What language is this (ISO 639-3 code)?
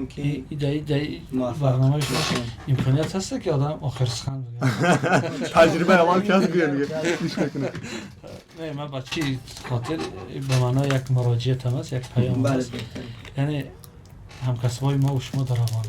tgk